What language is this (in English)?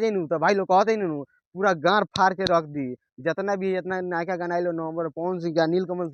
Bhojpuri